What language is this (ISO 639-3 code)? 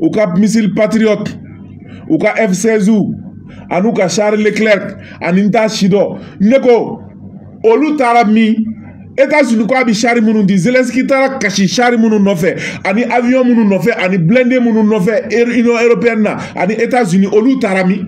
bam